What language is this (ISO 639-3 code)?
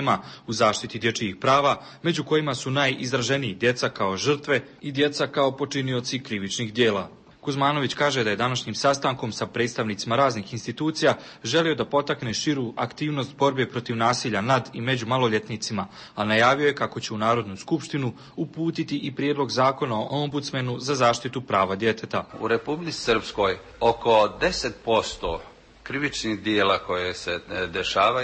hrv